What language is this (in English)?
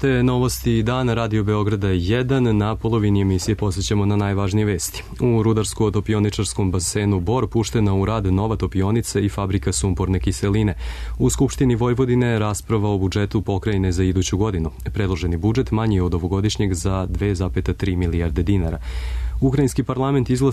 Serbian